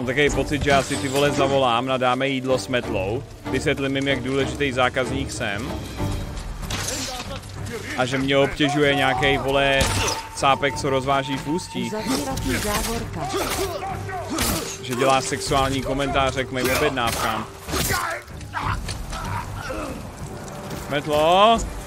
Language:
Czech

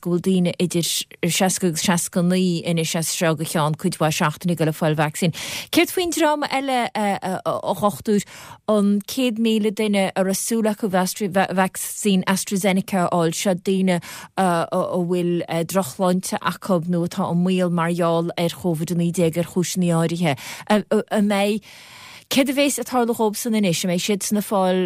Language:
Irish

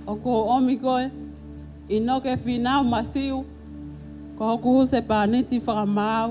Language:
Tongan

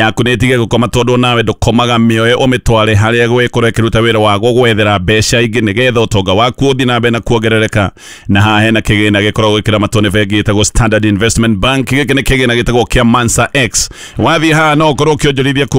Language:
Kikuyu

